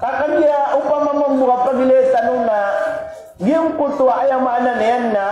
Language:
Maranao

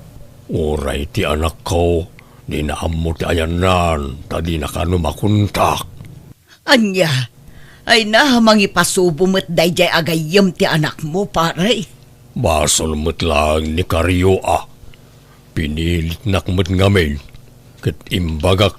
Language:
Iloko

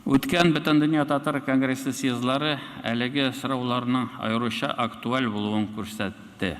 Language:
Tatar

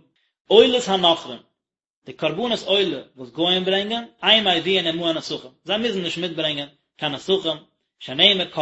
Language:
Yiddish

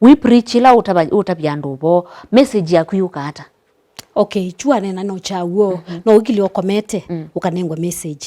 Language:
Kamba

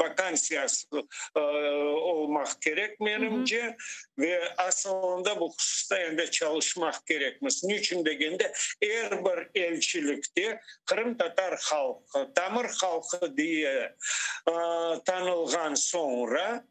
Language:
Crimean Tatar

